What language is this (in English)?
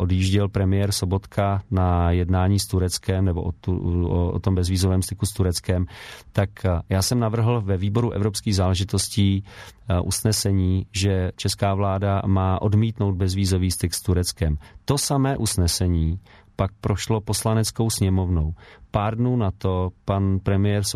Czech